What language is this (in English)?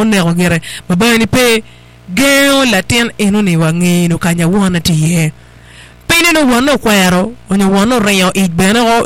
Acoli